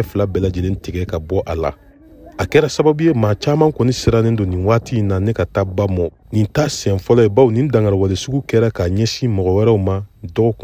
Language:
Bambara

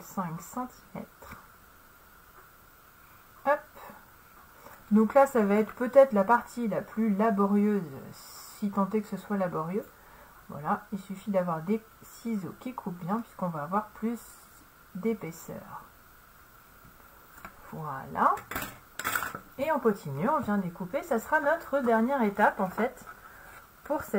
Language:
French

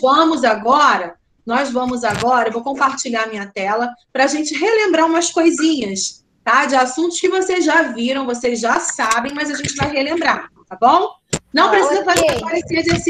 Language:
Portuguese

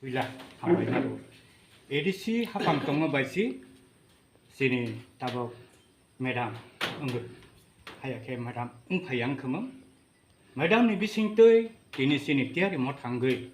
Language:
Kok Borok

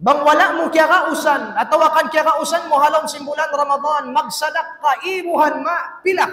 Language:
Tausug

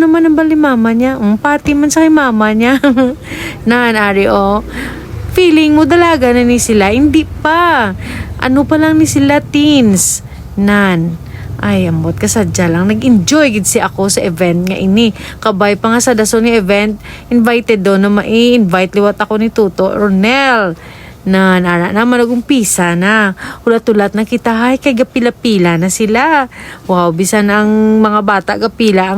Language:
Hiligaynon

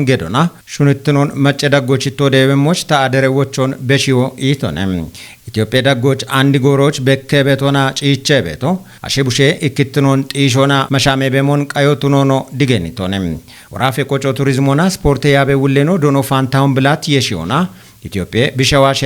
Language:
Kafa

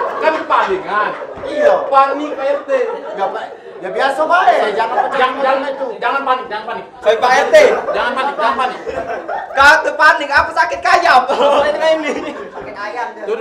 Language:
Musi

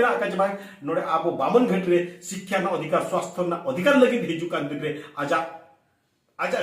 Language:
Santali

